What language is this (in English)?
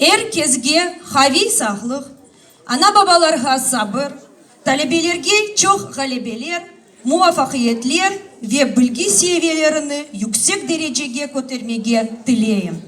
Crimean Tatar